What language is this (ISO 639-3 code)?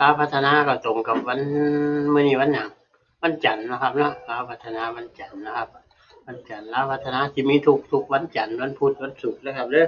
tts